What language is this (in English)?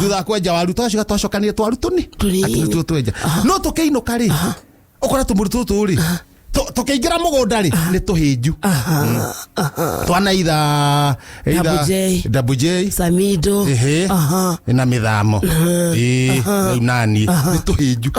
Kikuyu